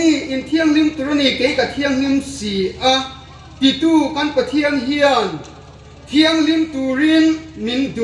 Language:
Hmar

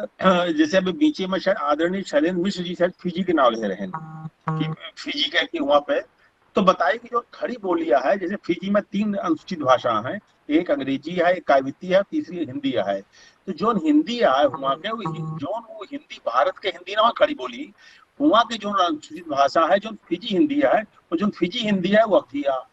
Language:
Awadhi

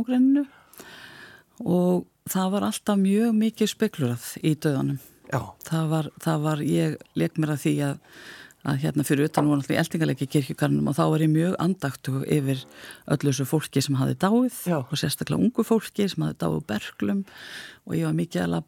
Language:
Icelandic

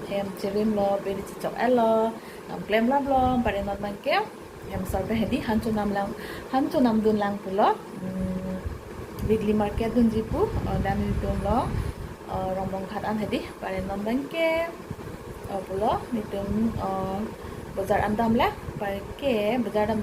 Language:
Karbi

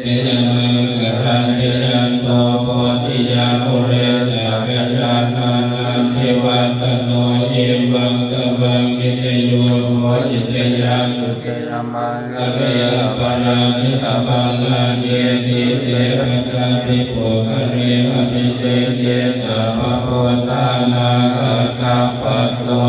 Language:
Pali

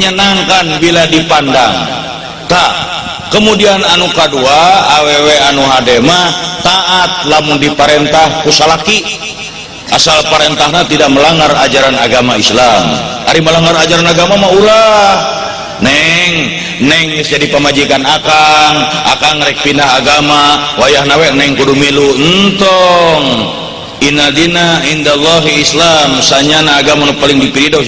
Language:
Sundanese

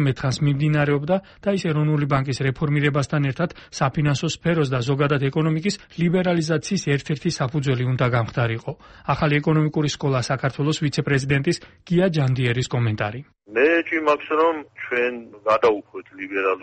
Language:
Georgian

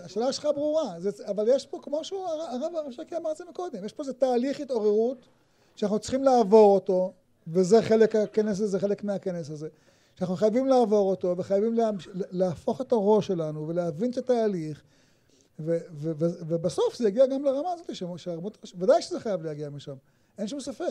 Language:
Hebrew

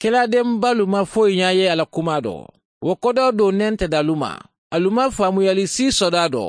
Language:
Mandingo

